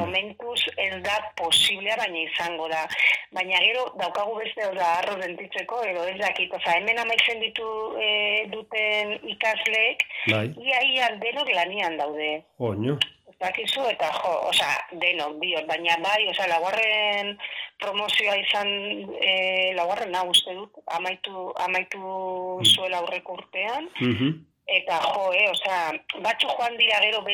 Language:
Basque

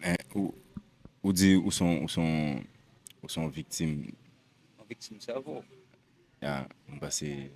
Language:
Haitian Creole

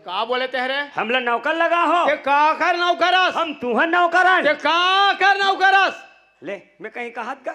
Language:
Chhattisgarhi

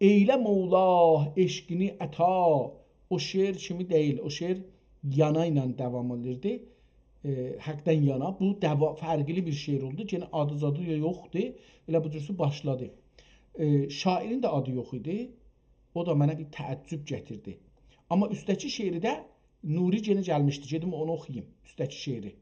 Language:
South Azerbaijani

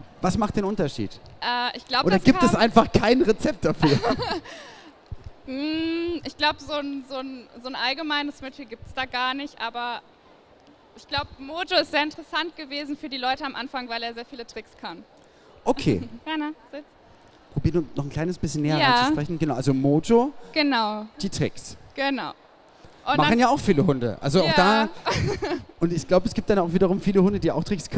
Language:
German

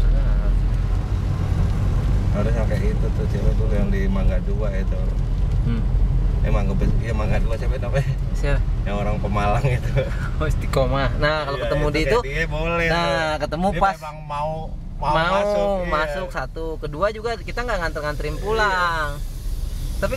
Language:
Indonesian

